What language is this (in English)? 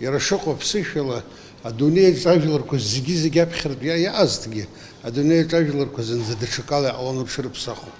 Abkhazian